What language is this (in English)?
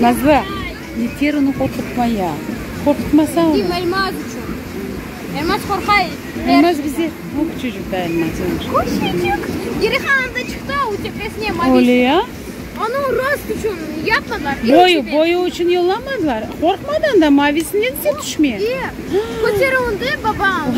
Crimean Tatar